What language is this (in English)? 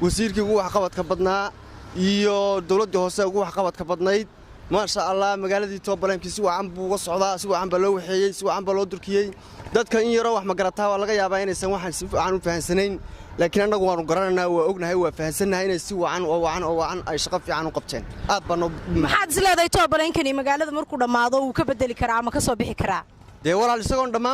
Somali